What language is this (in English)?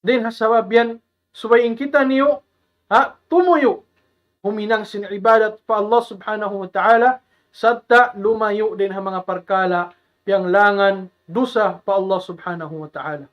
Tausug